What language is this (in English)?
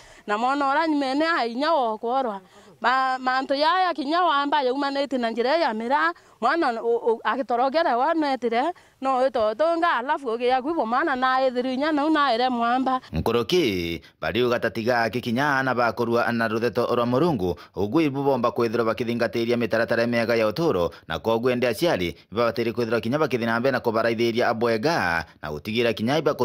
Meru